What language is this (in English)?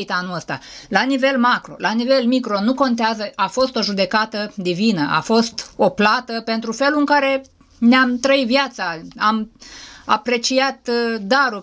Romanian